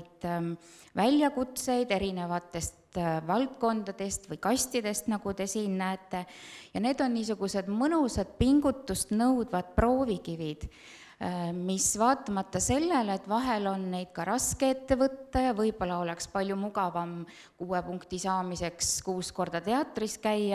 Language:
Estonian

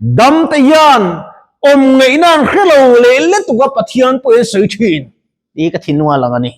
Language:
Mizo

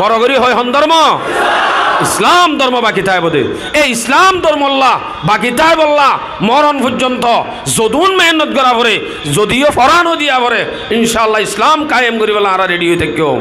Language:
Rohingya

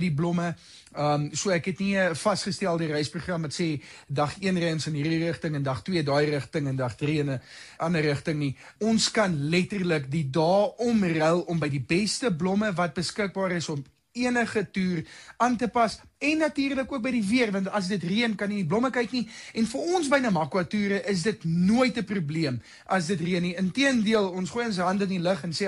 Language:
Afrikaans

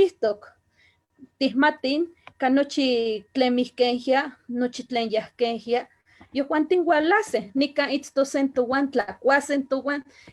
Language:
Eastern Huasteca Nahuatl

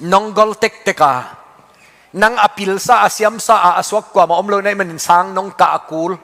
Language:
Tedim Chin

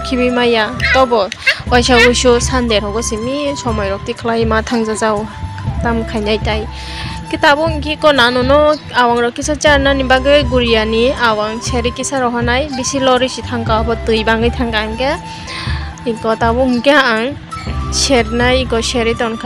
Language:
Kok Borok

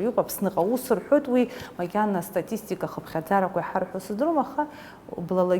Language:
Abkhazian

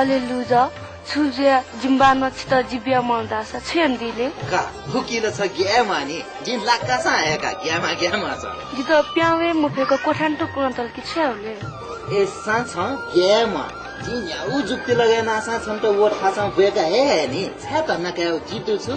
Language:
Newari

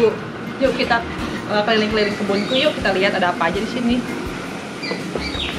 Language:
Indonesian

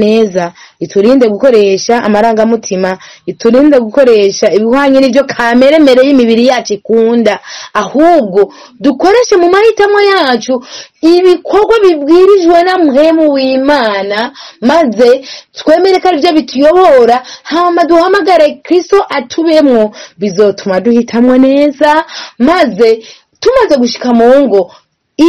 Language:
Rundi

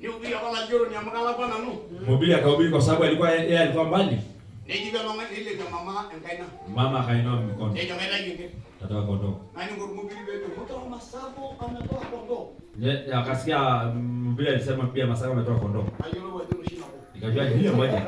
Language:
Masai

